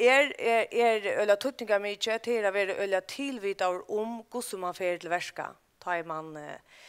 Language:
Faroese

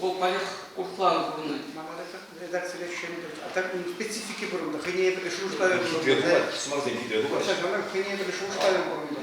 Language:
Chuvash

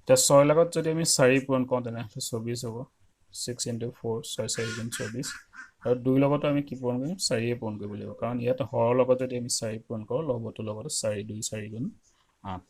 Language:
Assamese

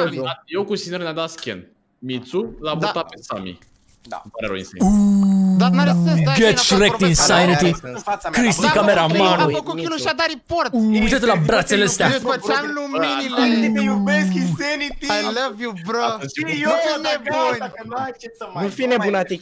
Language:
Romanian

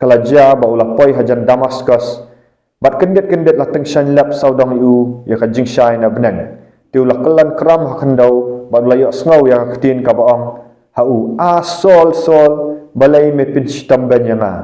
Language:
Khasi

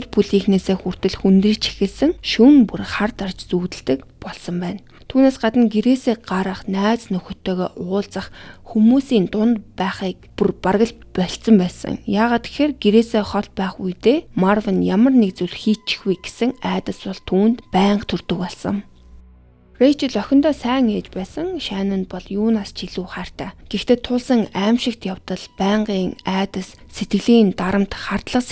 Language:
Mongolian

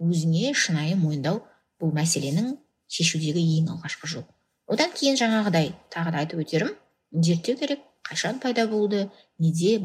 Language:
Kazakh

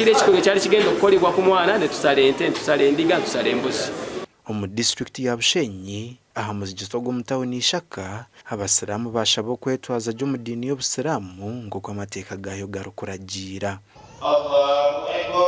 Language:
Nyankole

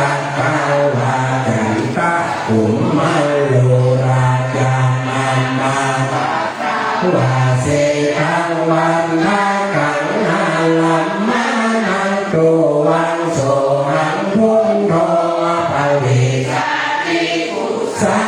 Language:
Pali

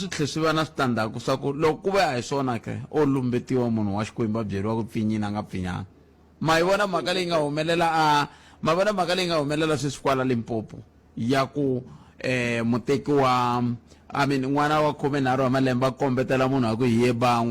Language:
Tsonga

